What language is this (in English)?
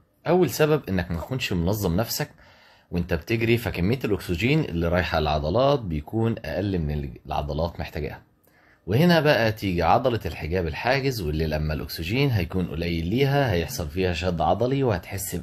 Egyptian Arabic